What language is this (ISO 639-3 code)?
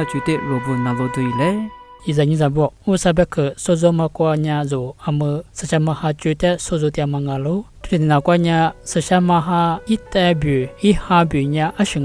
lis